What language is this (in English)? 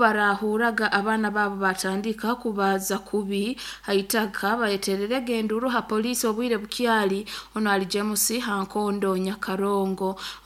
Nyoro